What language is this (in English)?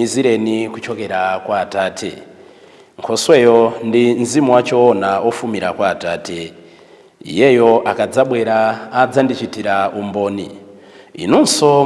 Nyanja